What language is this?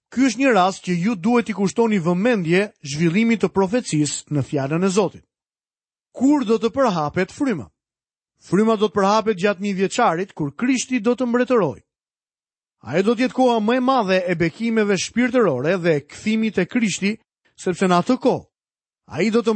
Albanian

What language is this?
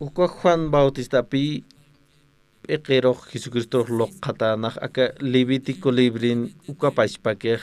Aymara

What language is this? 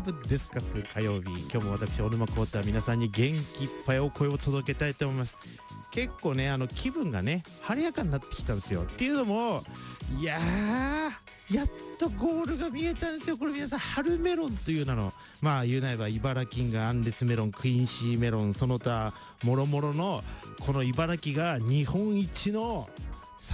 Japanese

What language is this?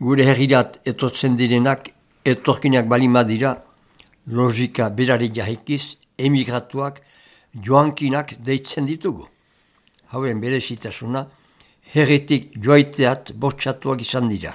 Basque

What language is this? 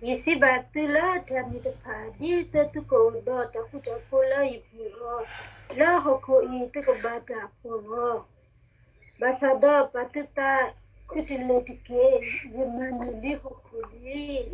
S'gaw Karen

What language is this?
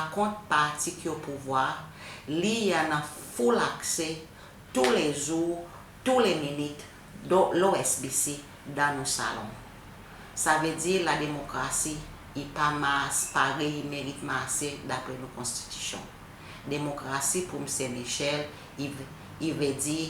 Seselwa Creole French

